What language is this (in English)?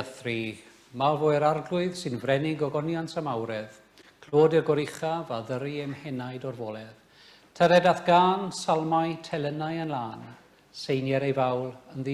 Welsh